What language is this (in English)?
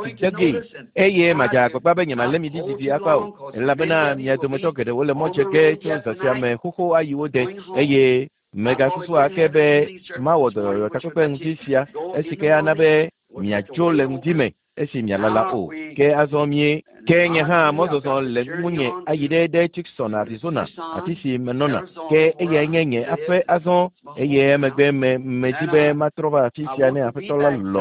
Ewe